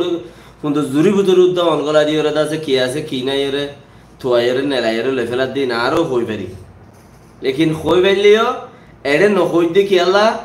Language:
Rohingya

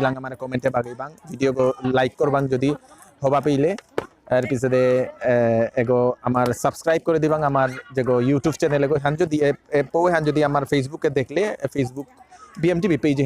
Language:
Bishnupriya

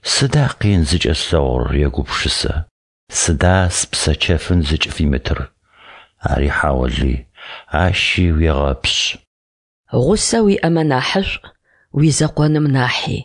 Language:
Adyghe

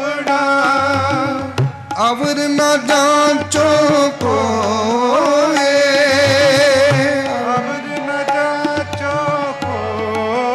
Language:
Punjabi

